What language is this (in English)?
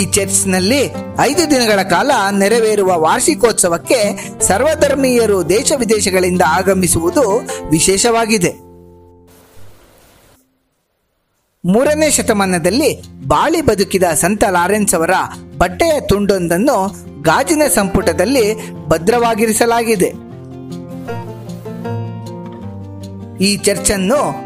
Kannada